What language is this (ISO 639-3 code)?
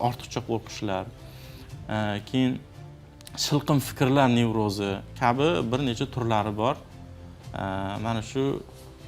uzb